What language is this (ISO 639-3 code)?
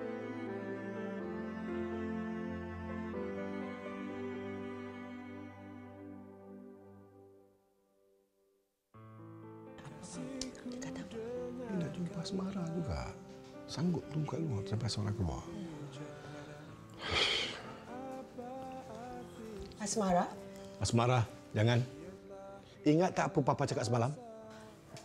msa